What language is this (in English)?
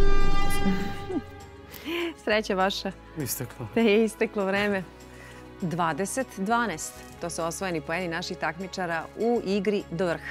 Serbian